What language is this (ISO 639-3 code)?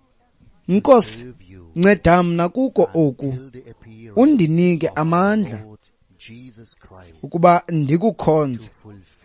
xho